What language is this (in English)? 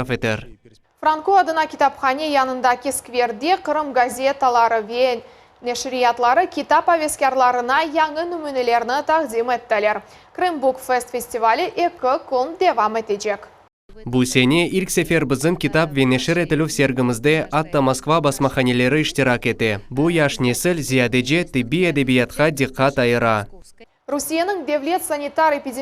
Crimean Tatar